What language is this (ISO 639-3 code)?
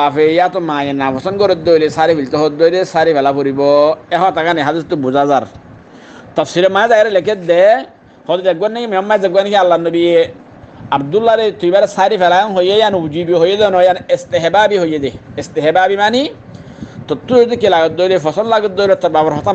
rhg